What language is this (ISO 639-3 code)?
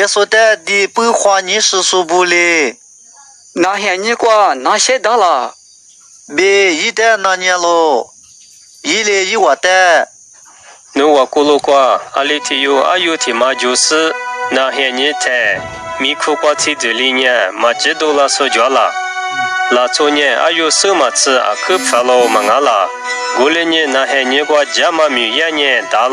lis